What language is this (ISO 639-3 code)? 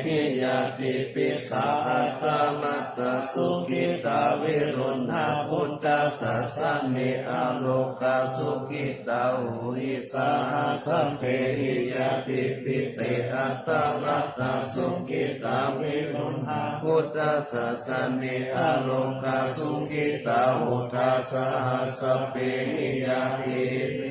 pli